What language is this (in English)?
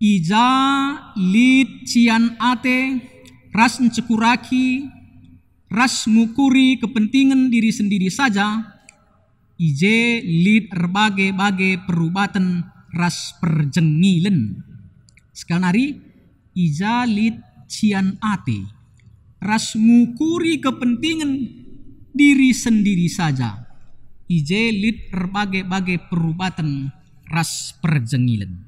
Batak Karo